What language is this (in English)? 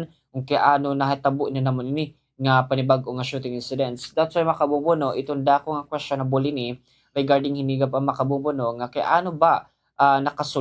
Waray